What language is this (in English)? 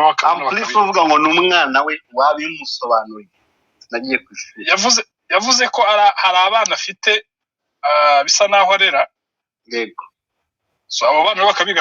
Kinyarwanda